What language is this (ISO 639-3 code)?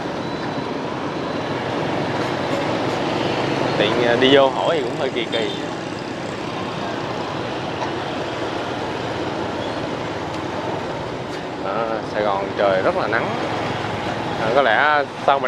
vie